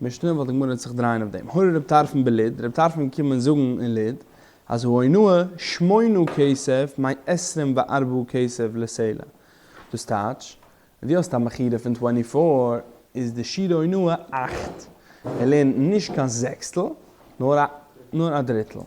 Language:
Yiddish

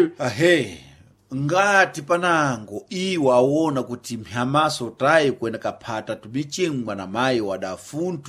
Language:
Sena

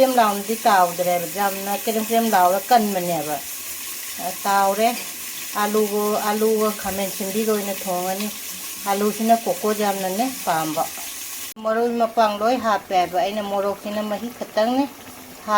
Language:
Manipuri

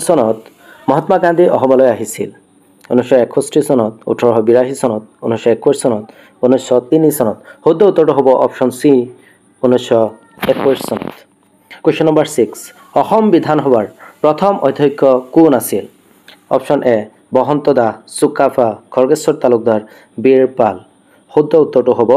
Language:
Assamese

